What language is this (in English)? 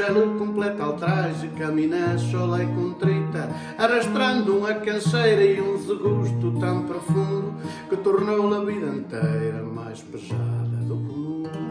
Mirandese